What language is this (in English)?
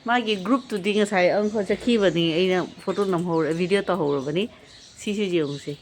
Manipuri